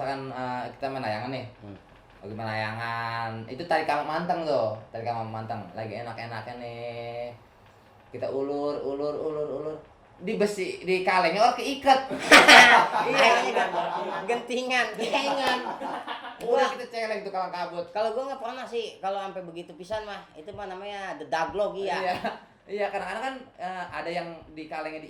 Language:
Betawi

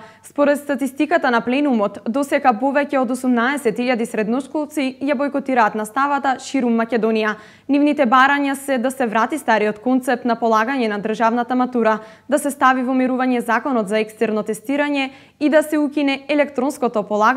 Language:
Macedonian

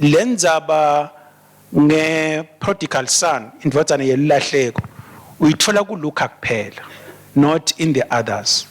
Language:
Swati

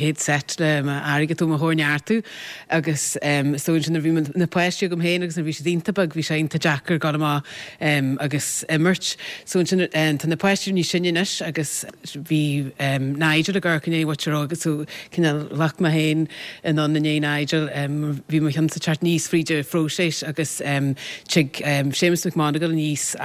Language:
Irish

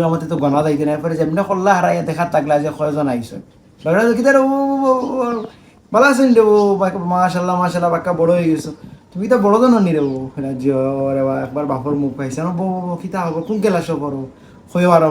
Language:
Sylheti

